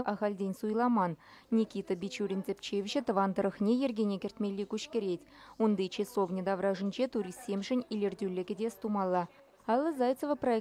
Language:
Chuvash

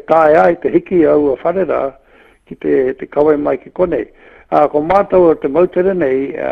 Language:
Māori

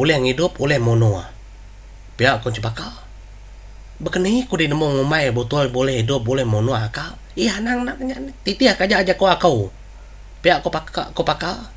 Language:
Iban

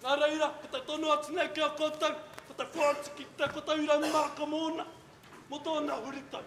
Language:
Māori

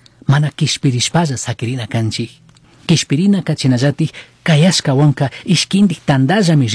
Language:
Chimborazo Highland Quichua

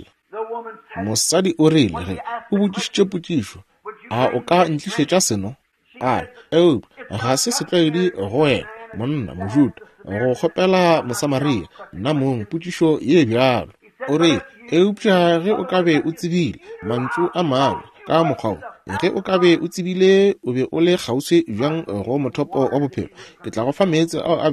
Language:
Northern Sotho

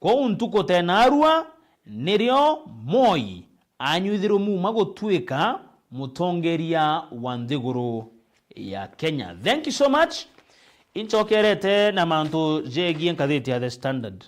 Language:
Meru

